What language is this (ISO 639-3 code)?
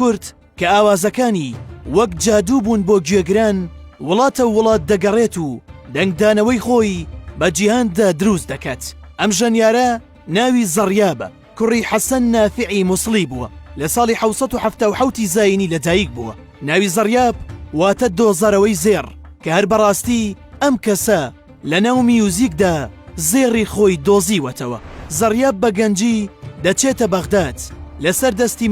ckb